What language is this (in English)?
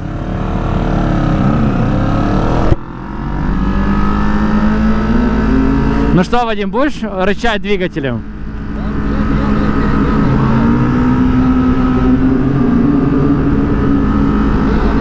Russian